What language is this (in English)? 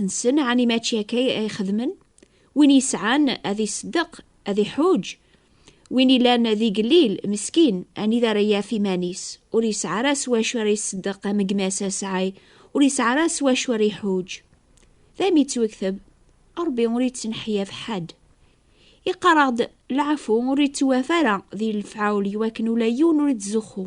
Kabyle